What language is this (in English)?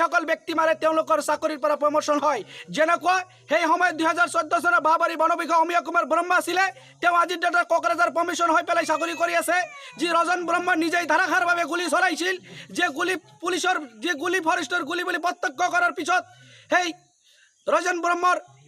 Assamese